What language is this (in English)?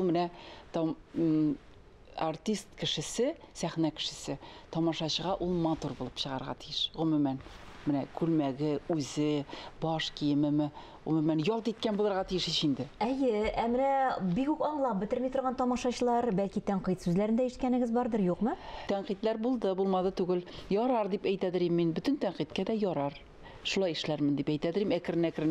Tatar